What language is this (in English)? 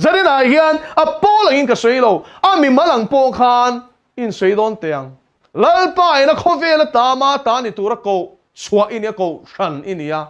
Mizo